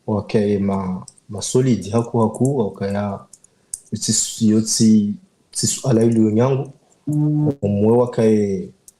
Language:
Ngazidja Comorian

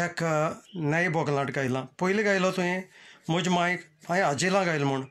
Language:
Konkani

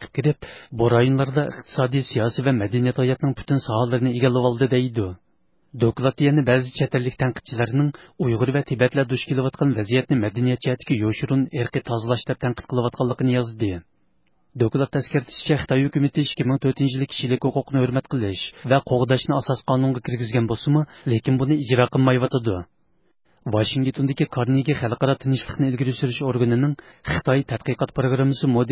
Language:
Uyghur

